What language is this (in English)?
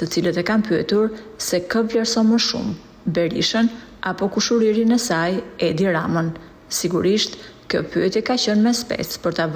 Albanian